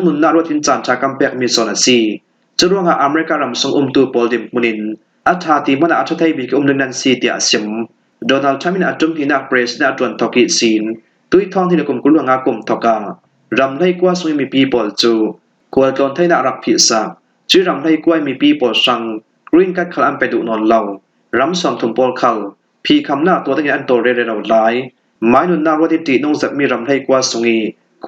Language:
Falam Chin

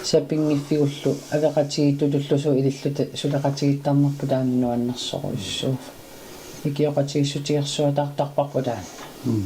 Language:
Kalaallisut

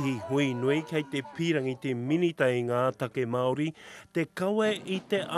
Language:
Māori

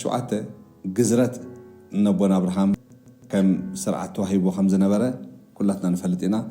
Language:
Tigrinya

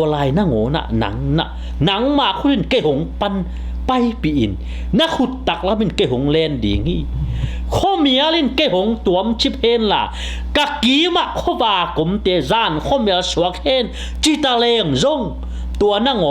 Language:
Tedim Chin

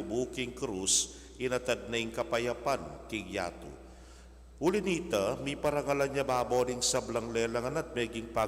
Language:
Pampanga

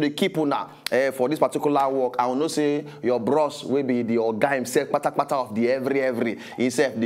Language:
Nigerian Pidgin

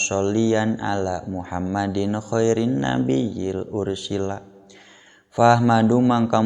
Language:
Sundanese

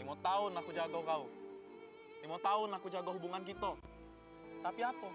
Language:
Musi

